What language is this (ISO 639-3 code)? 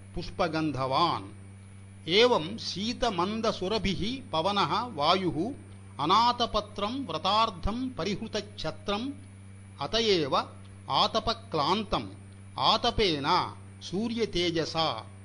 san